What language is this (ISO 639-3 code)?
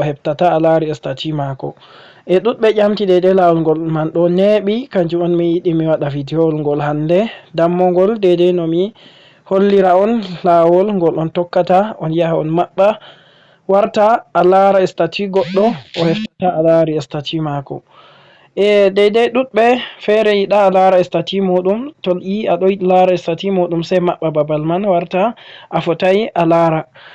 ful